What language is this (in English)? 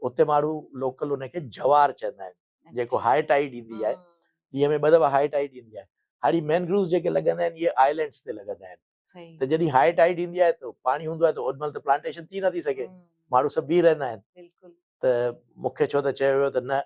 Sindhi